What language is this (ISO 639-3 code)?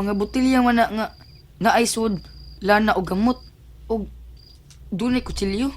ceb